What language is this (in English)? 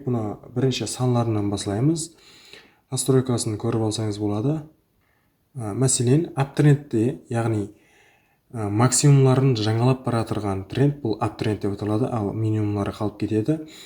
Kara-Kalpak